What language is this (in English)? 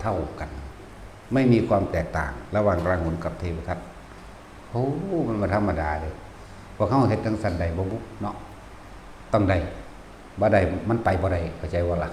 Northeastern Thai